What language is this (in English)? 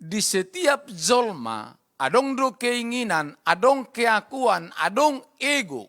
Batak Toba